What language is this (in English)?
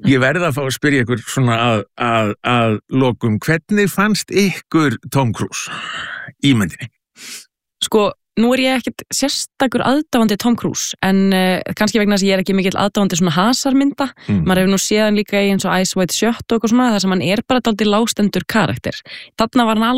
Icelandic